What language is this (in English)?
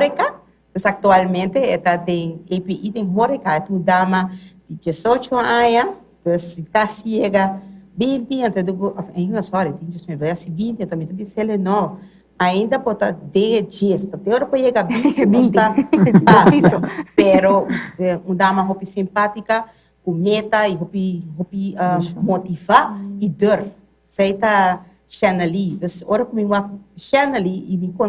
Papiamento